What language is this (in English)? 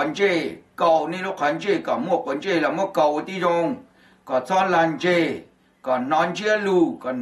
Hmong